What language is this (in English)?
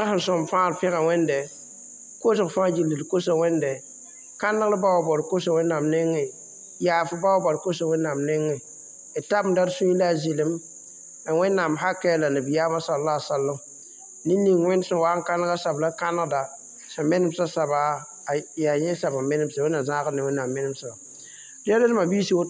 Mossi